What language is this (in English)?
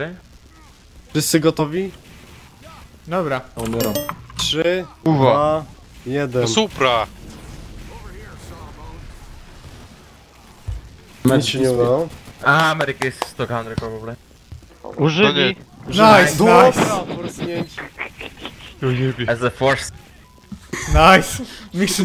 Polish